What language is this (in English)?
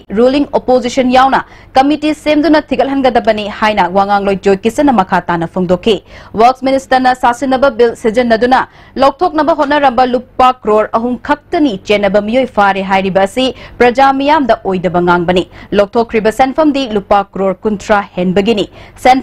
Manipuri